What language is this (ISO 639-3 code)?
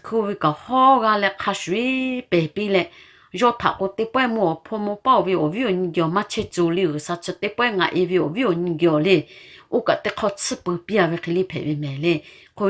lhu